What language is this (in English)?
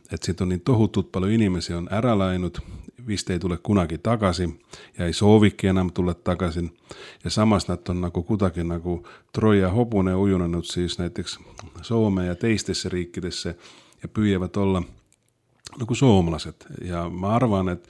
Estonian